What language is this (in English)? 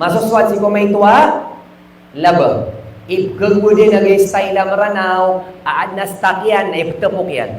Maranao